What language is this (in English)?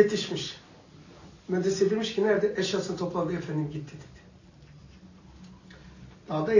Turkish